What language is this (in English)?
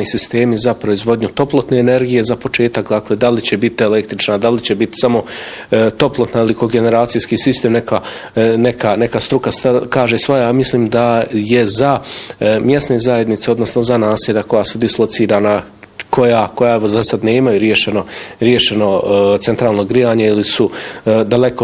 Bosnian